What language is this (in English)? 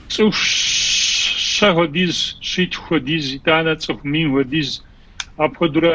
Kabardian